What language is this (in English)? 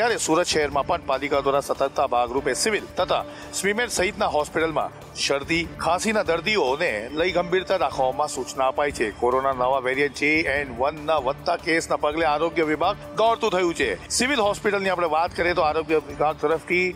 Gujarati